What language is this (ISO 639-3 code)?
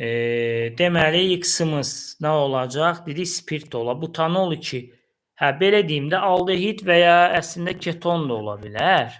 aze